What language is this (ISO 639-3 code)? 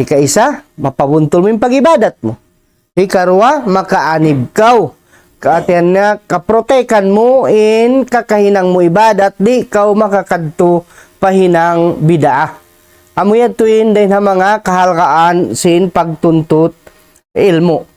tsg